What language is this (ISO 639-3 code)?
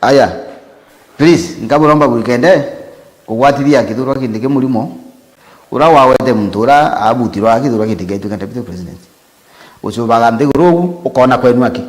mer